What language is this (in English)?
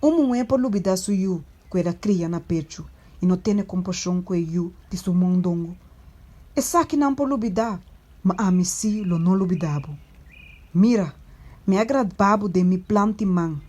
Papiamento